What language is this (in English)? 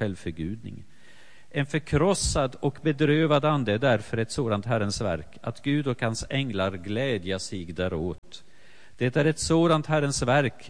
Swedish